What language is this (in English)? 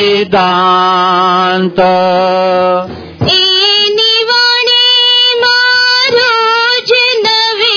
Gujarati